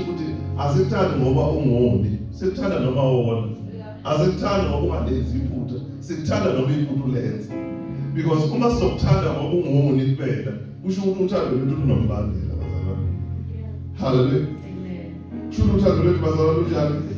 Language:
Zulu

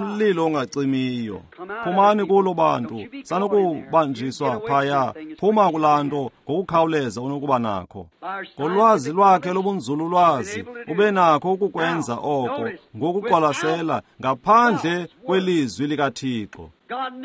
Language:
Xhosa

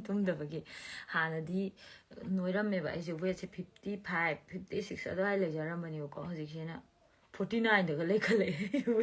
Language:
Manipuri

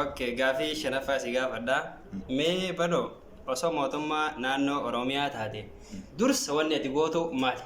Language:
Oromo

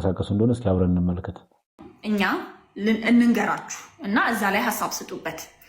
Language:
Amharic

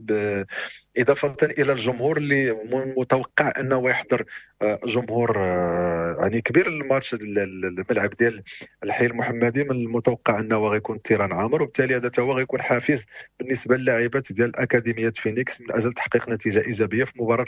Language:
Moroccan Arabic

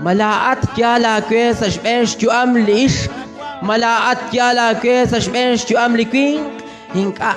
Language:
Kekchí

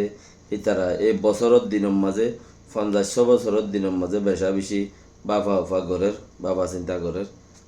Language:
Rohingya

